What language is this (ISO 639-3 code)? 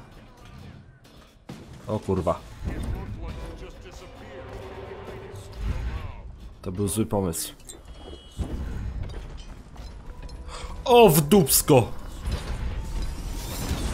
pol